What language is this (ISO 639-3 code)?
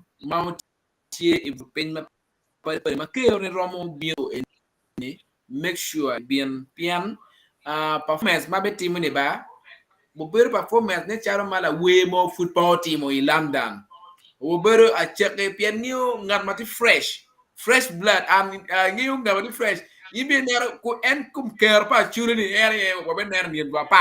ach